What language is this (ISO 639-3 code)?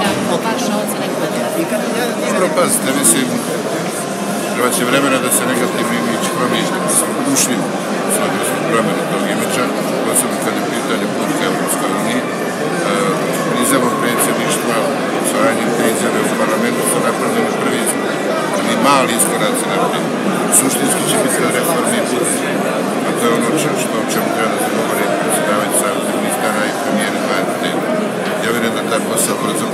hrv